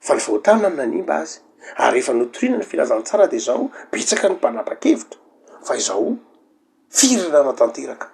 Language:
Malagasy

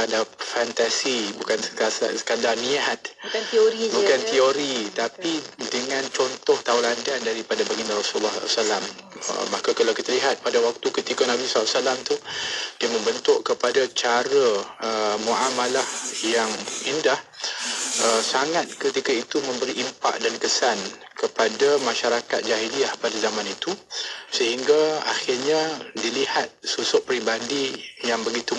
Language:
Malay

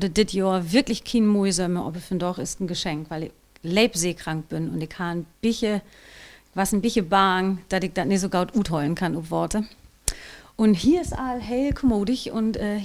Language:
Low German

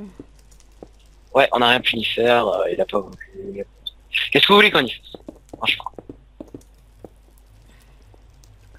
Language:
French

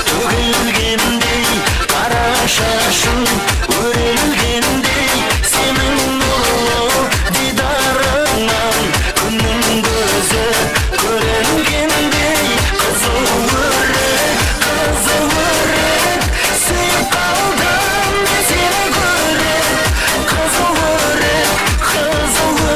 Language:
Kara-Kalpak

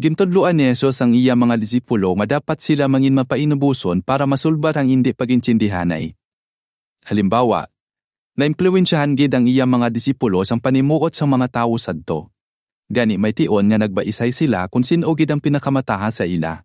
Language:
Hiligaynon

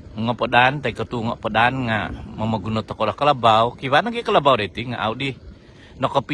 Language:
Central Dusun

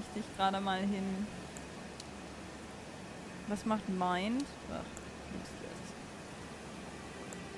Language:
German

